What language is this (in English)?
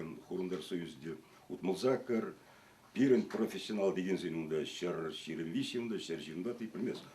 Chuvash